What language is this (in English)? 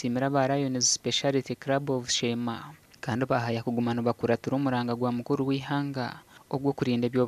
Nyankole